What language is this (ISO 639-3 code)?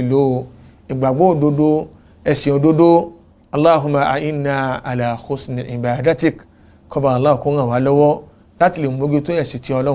yor